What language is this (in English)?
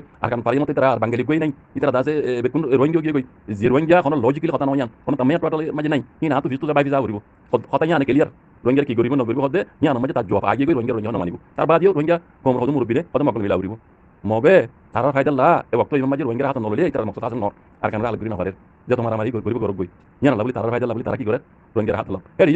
Rohingya